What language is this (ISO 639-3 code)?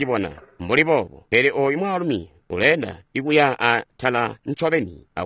toi